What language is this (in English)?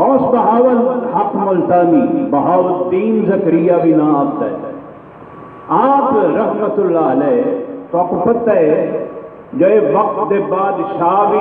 Saraiki